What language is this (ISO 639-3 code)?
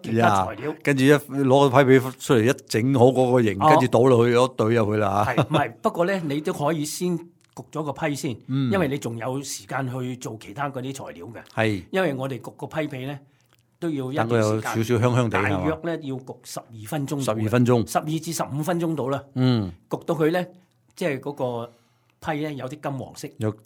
yue